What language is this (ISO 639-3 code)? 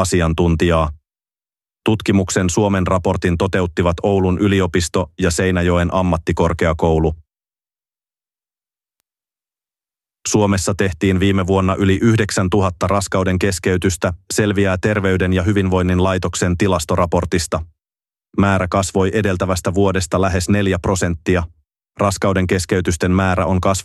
fin